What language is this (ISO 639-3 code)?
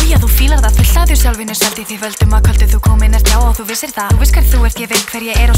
isl